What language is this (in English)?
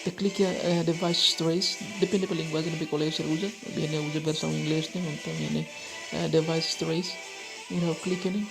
Tetum